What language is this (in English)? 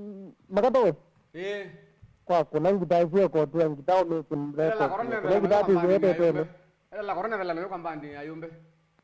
Kamba